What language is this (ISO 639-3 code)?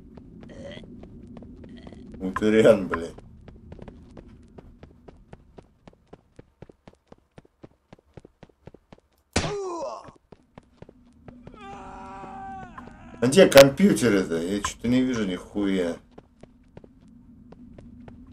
rus